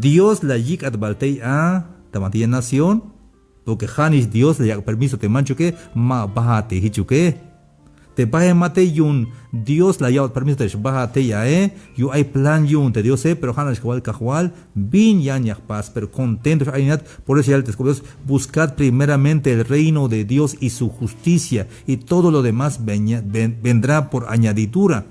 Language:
Tzeltal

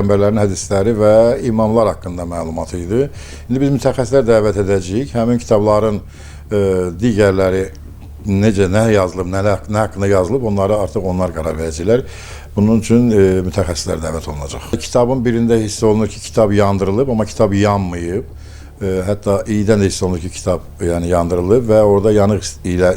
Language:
Azerbaijani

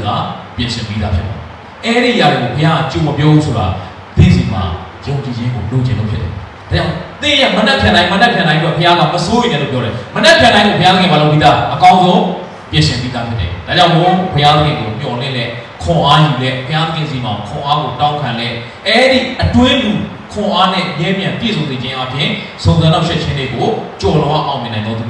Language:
Burmese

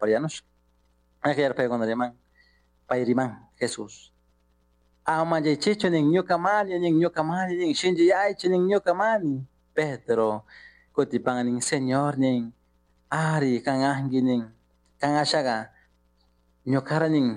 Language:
Chimborazo Highland Quichua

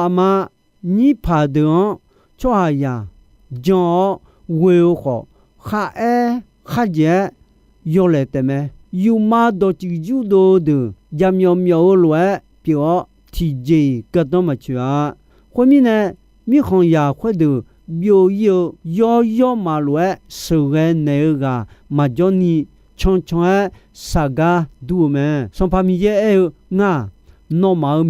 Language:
Akha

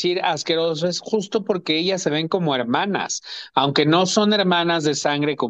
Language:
Spanish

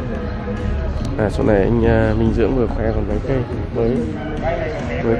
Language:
Vietnamese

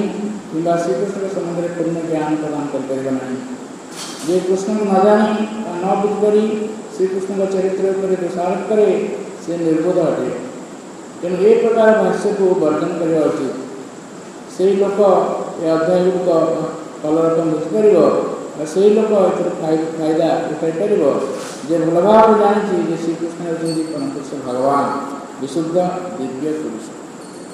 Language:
Odia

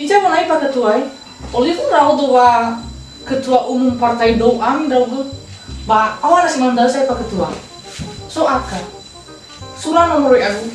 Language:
Nias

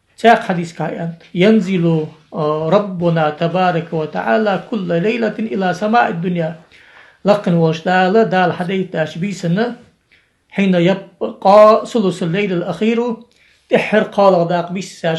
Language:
Ingush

